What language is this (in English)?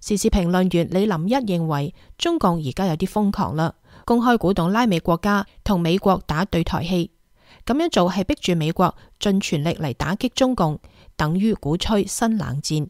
Cantonese